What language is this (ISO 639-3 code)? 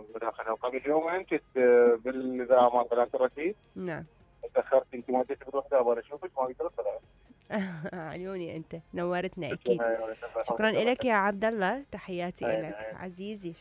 acm